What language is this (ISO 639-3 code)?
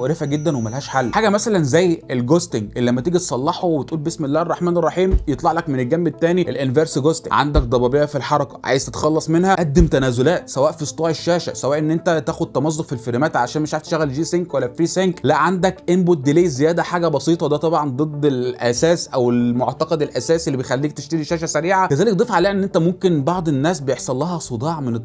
arz